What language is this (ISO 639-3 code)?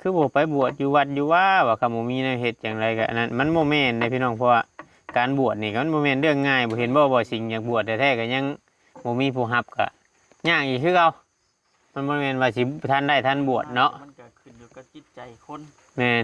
tts